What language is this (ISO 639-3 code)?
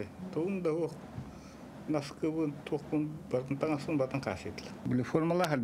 sah